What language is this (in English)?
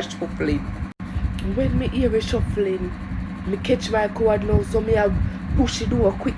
Jamaican Creole English